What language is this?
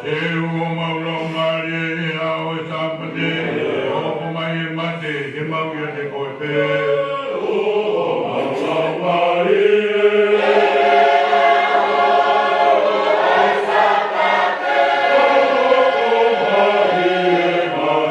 Tongan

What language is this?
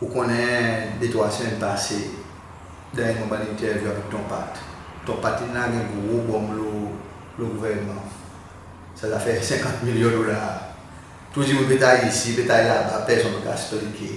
Seselwa Creole French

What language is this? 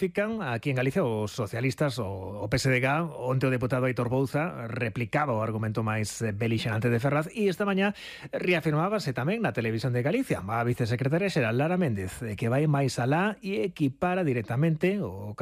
Galician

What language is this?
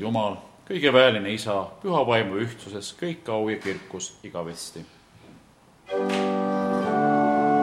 Estonian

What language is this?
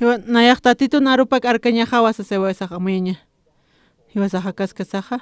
Aymara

